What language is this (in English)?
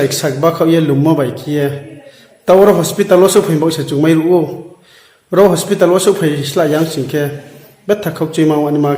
Riang (India)